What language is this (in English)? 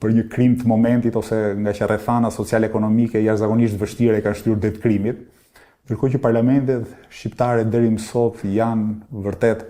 Albanian